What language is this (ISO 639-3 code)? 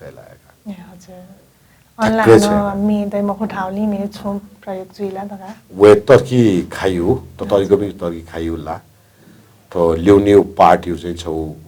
new